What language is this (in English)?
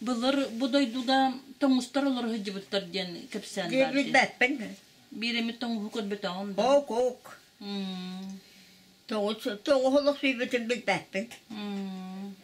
Yakut